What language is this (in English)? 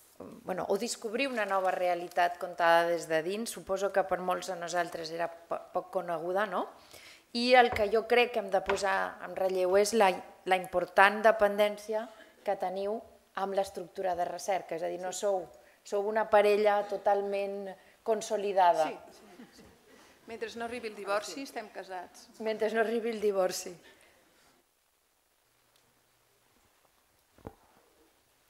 Catalan